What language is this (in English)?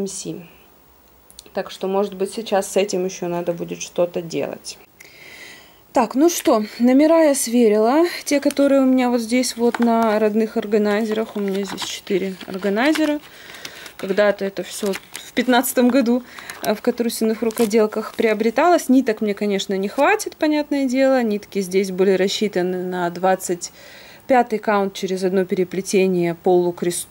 Russian